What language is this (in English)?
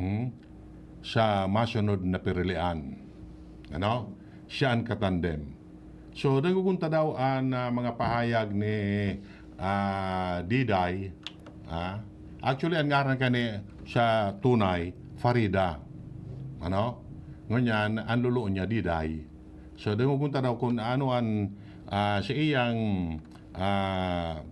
Bikol